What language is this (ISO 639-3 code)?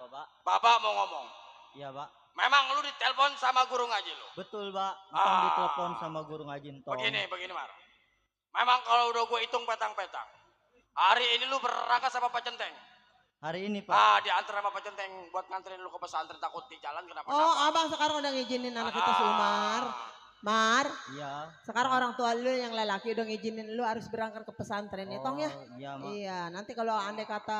bew